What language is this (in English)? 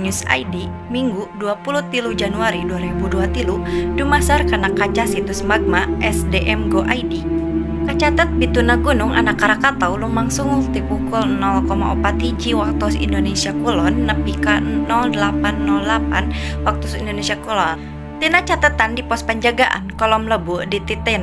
Sundanese